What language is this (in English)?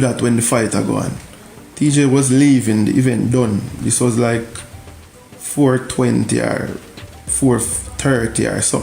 Jamaican Creole English